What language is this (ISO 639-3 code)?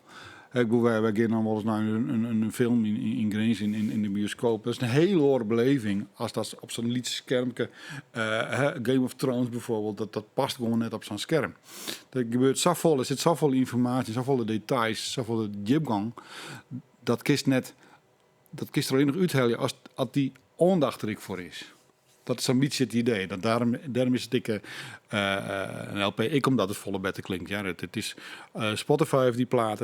fry